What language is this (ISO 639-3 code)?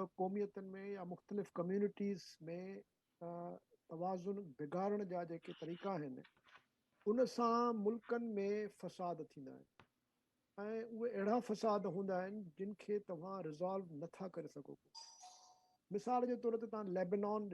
snd